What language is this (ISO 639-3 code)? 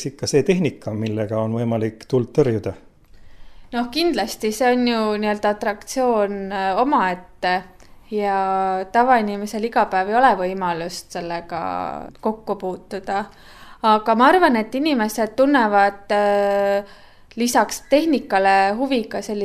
est